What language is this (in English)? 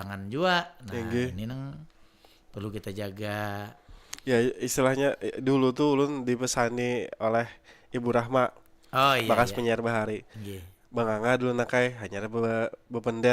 Banjar